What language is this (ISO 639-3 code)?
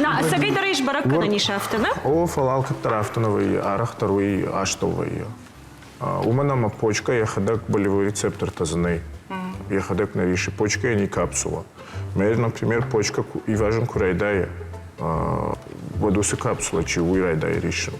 oss